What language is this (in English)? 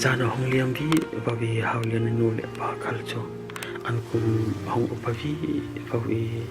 Falam Chin